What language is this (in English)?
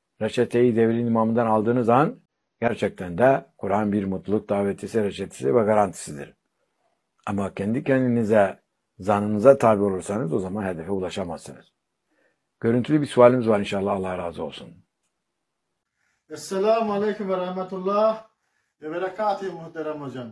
Turkish